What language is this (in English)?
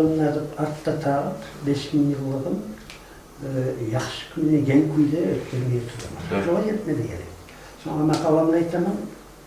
Kumyk